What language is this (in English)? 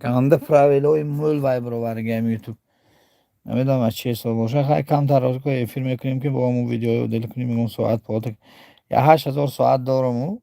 Tajik